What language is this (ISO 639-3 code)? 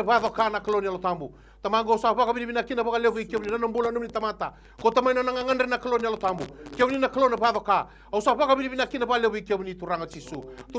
fij